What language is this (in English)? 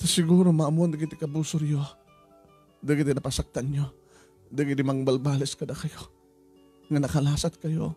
Iloko